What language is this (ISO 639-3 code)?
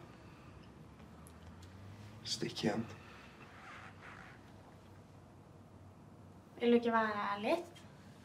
nor